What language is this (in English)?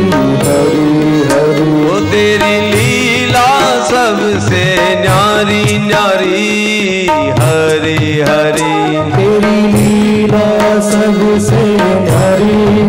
Gujarati